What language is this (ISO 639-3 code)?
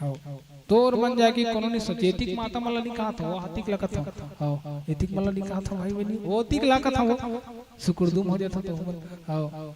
hne